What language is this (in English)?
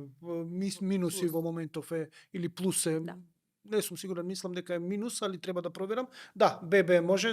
Macedonian